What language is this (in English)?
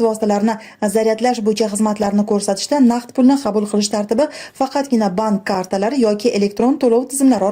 Uzbek